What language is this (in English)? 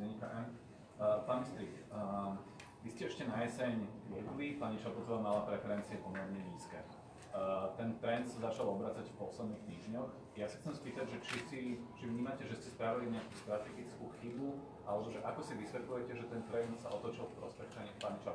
Slovak